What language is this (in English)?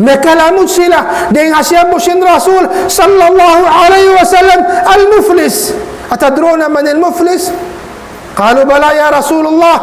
Tausug